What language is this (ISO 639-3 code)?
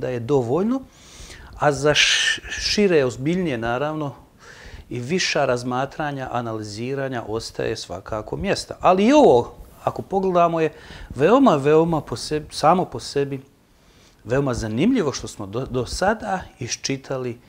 bos